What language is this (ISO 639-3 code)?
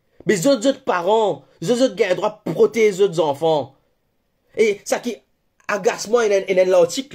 mfe